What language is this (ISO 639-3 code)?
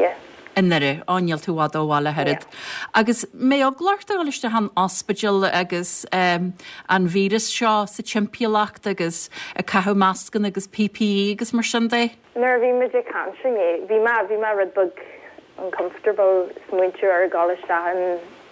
gle